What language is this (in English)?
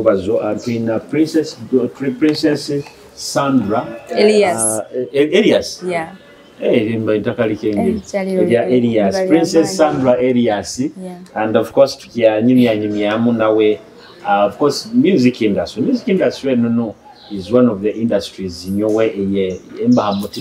Nyoro